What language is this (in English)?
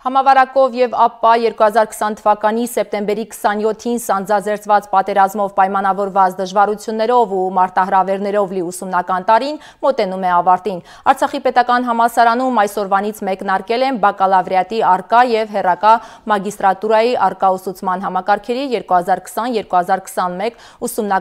Armenian